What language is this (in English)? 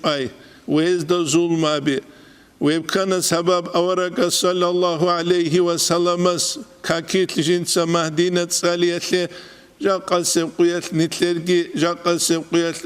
Avaric